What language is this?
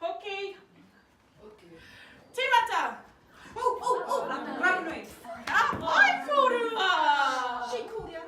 Māori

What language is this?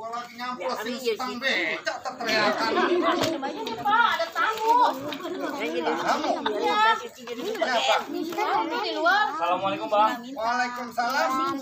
Betawi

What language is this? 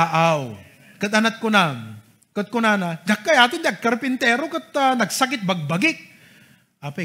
Iloko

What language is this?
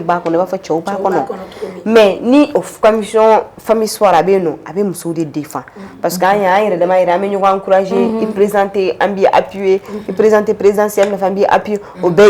Bambara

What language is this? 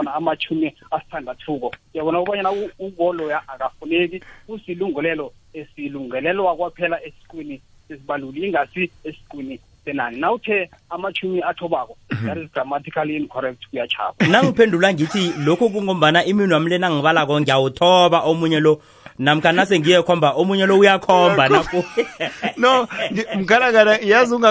South Ndebele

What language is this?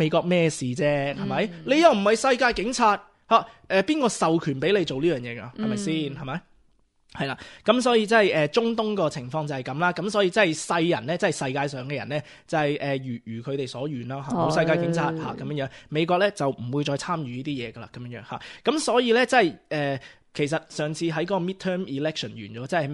Cantonese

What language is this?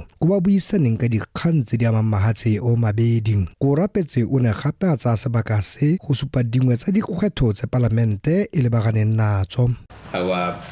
Tswana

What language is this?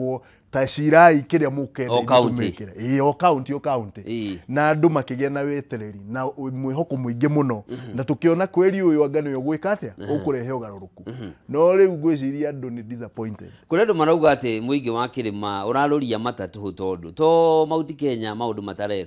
Kikuyu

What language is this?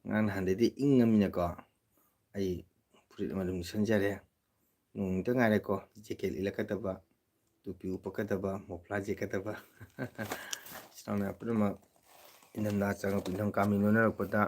Manipuri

